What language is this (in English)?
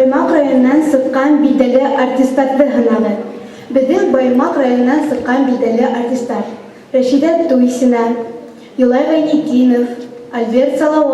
Bashkir